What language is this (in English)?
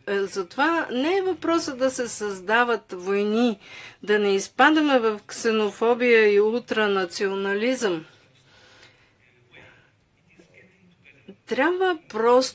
Bulgarian